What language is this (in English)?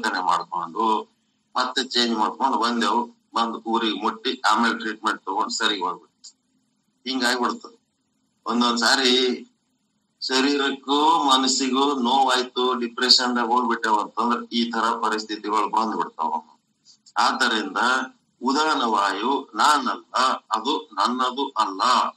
Kannada